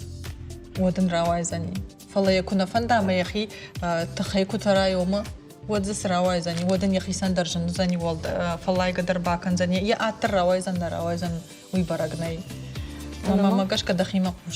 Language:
Ossetic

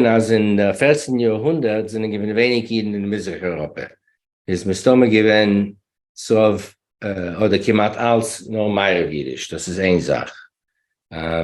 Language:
Yiddish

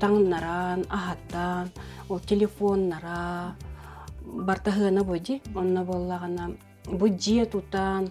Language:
Yakut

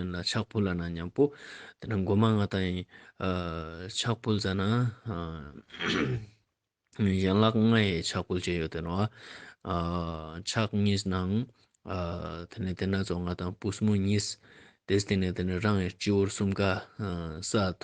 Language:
Ladakhi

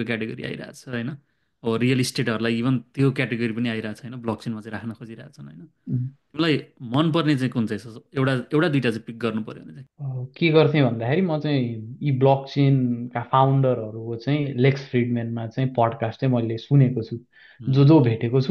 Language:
Nepali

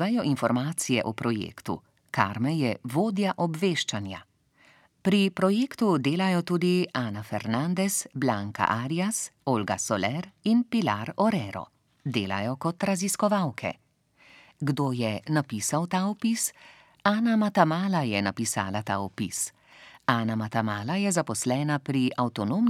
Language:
Slovenian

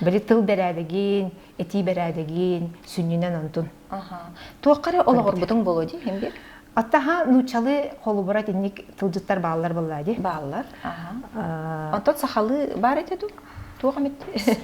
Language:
Yakut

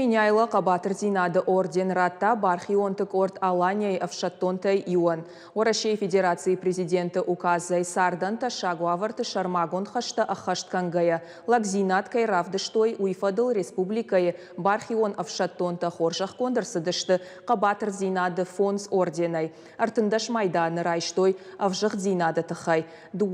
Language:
Ossetic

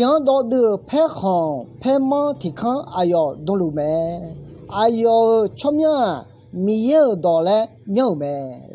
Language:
Akha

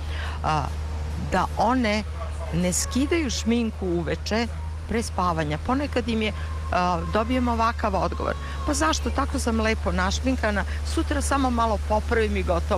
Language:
Serbian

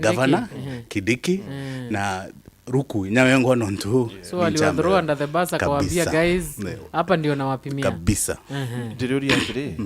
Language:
Meru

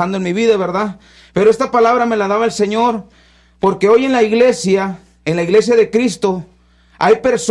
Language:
Spanish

